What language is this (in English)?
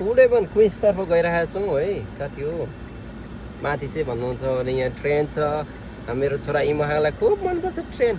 Nepali